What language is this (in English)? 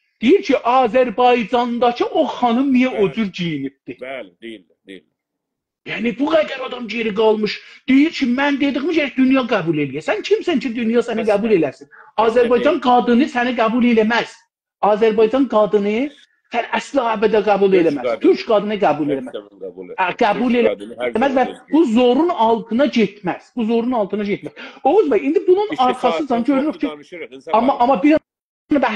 South Azerbaijani